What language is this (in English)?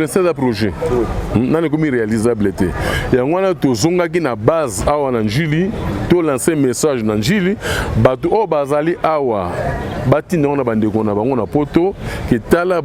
Lingala